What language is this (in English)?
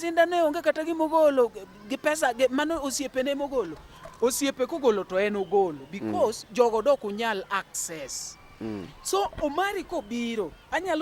Luo (Kenya and Tanzania)